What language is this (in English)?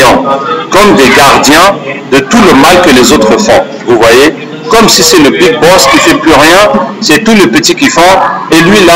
French